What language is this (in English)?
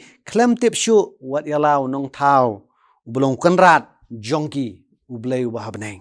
Khasi